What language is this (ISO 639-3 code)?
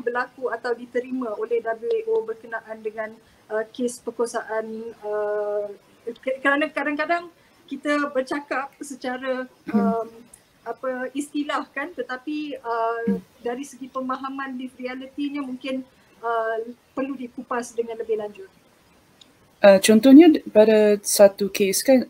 msa